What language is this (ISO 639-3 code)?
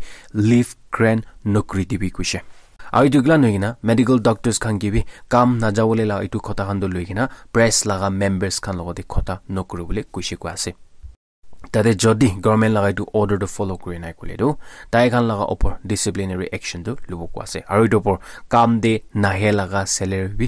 nag